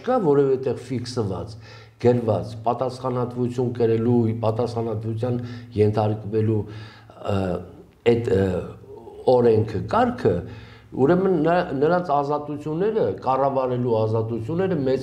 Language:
Armenian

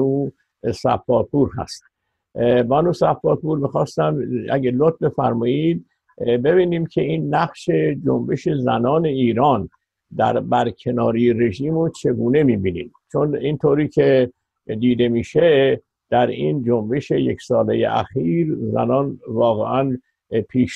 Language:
Persian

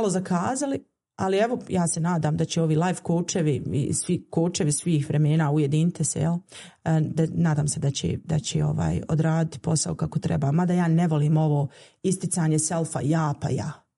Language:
Bosnian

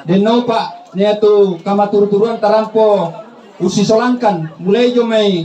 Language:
Toraja-Sa'dan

